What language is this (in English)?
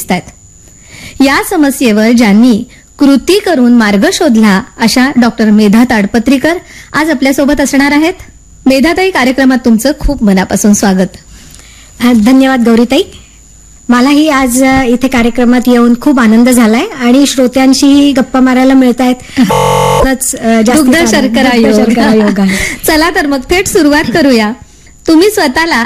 Marathi